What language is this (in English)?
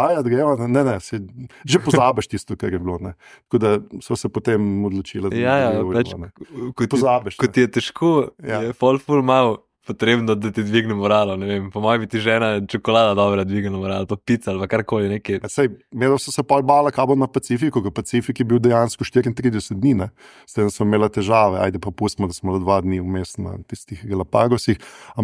Slovenian